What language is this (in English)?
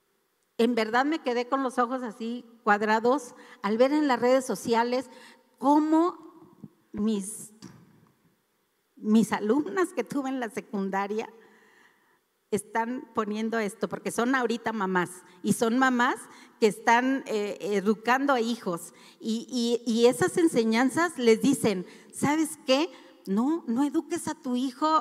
Spanish